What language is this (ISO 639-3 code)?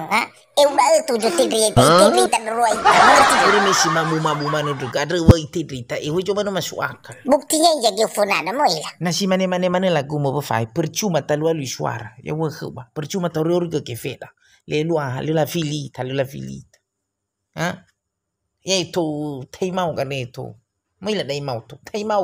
nia